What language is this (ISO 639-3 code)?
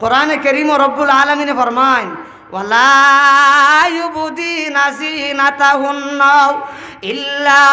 syl